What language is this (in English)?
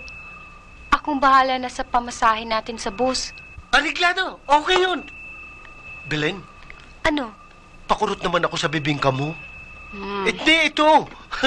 Filipino